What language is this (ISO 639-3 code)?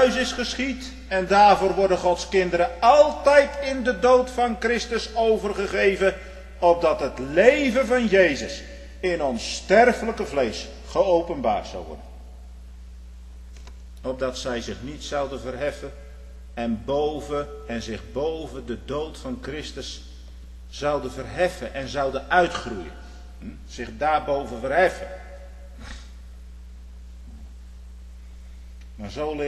nld